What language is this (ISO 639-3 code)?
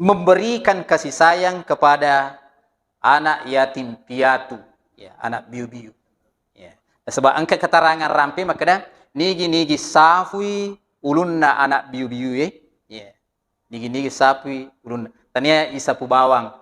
bug